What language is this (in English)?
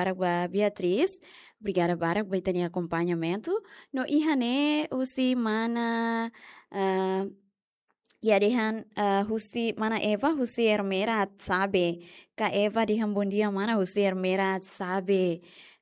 Tetum